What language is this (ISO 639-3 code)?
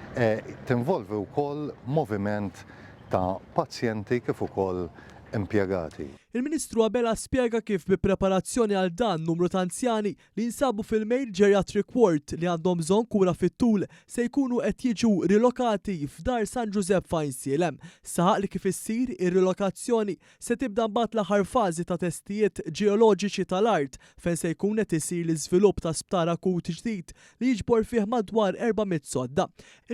mlt